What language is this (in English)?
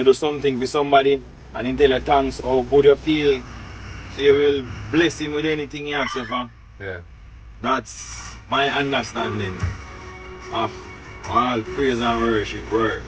Jamaican Creole English